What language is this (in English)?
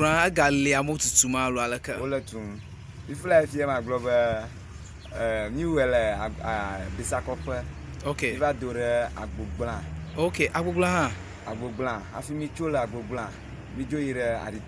Ewe